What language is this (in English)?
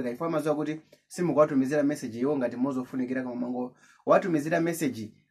Nyanja